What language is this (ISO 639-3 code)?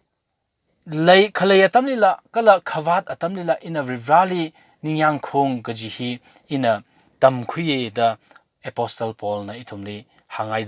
nmf